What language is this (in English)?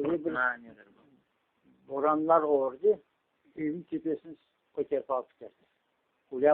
Crimean Tatar